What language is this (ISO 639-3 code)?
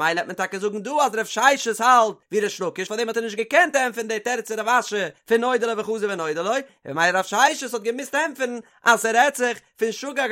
yid